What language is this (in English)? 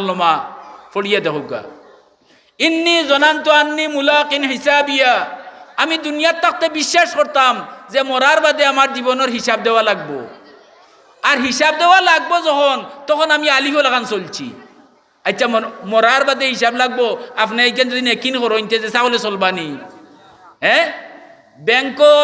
Sylheti